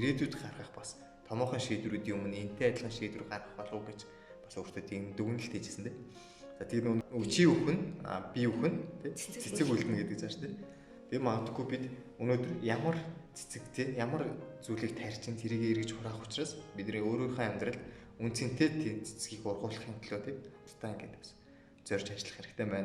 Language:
Mongolian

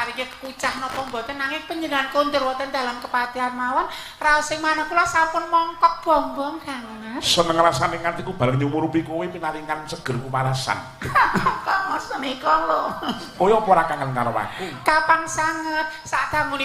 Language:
Javanese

